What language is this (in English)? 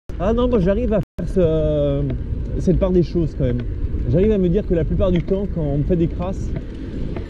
French